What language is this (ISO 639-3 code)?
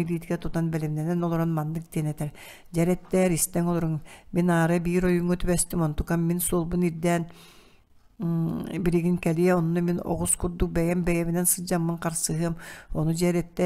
sah